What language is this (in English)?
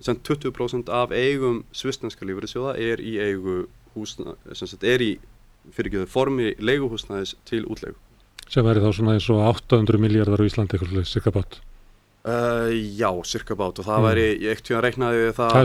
Icelandic